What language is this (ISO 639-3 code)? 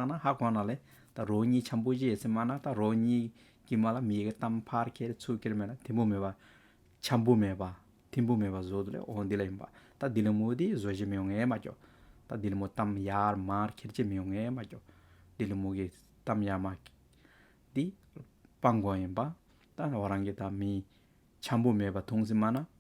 scp